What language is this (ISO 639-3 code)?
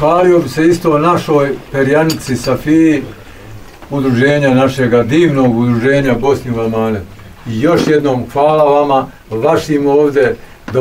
bos